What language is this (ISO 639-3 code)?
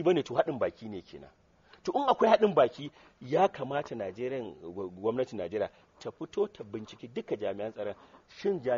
hau